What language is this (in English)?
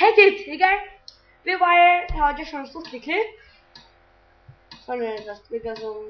Faroese